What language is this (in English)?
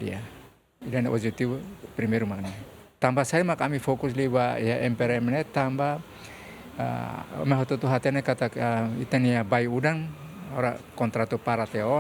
Tetum